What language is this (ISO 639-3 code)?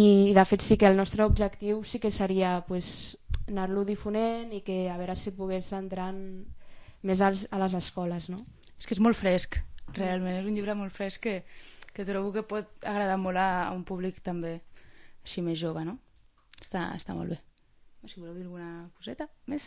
cat